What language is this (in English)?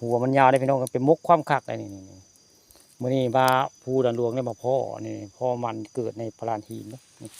Northeastern Thai